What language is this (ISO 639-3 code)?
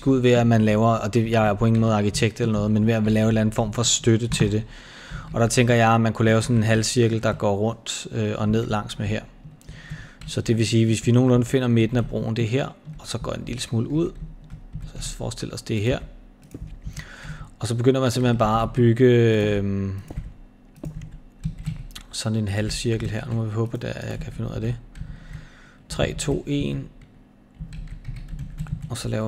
dan